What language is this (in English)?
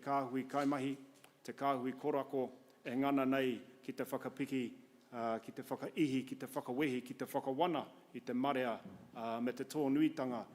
Māori